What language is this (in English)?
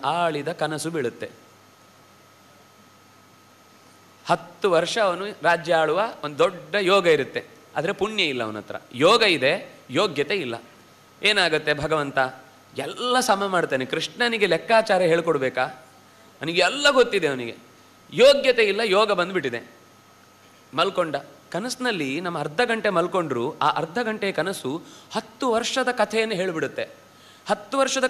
Kannada